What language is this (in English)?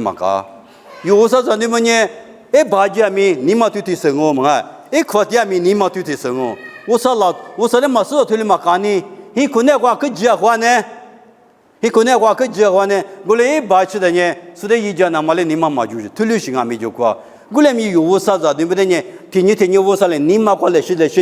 Lisu